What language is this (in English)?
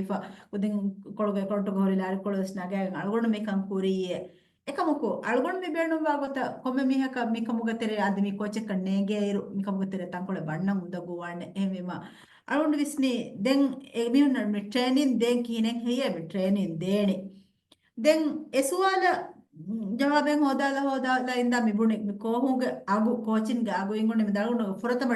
Divehi